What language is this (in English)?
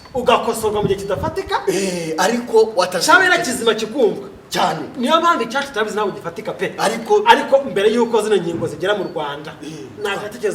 Kinyarwanda